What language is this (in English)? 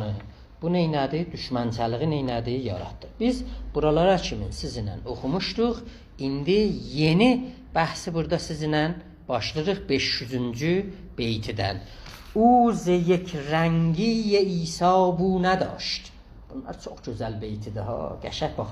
South Azerbaijani